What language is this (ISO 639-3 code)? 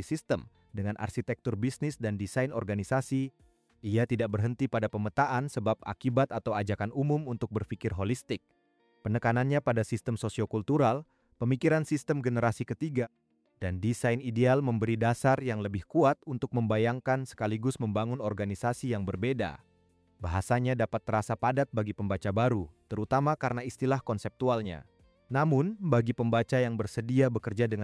ind